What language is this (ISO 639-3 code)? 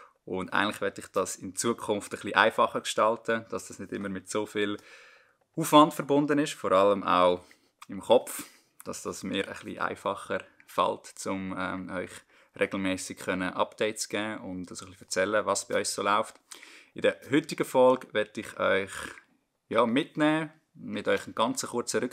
gsw